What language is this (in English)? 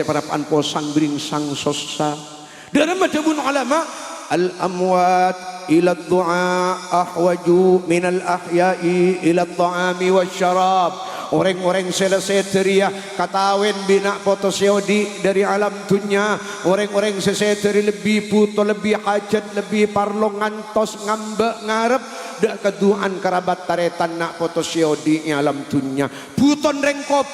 Madurese